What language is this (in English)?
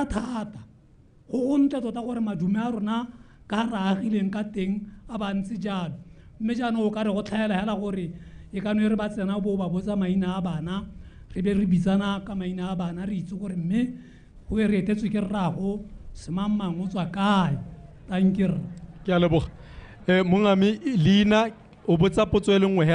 Tswana